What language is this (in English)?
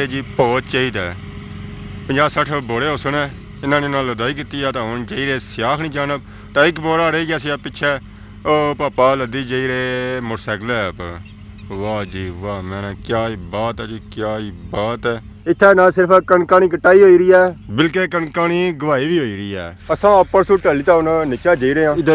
Pahari-Potwari